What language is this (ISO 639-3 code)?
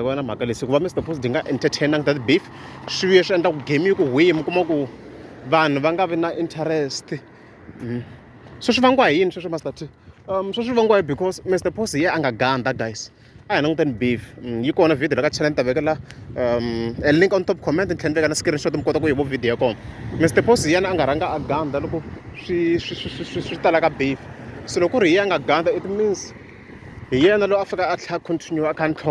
tso